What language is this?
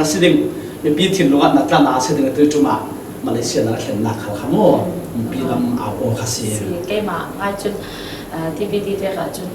Falam Chin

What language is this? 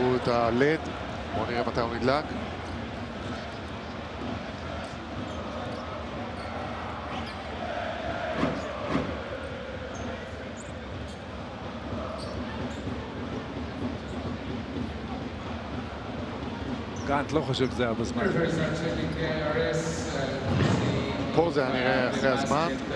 Hebrew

